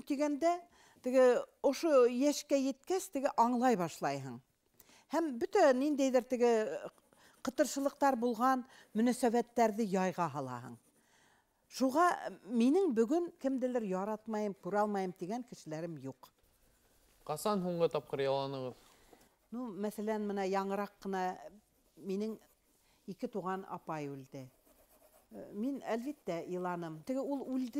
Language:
Bashkir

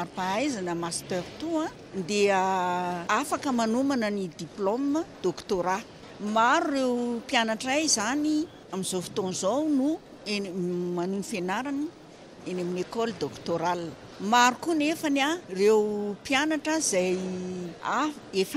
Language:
Malagasy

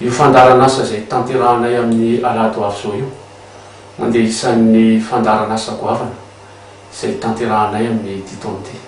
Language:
Malagasy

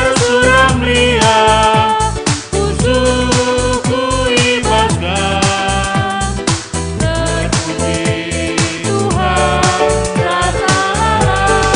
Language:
Batak Karo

